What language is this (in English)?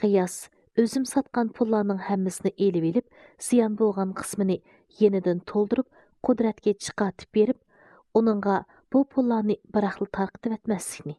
Uyghur